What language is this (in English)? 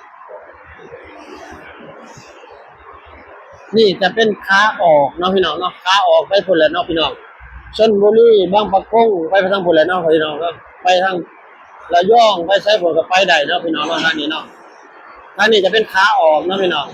Lao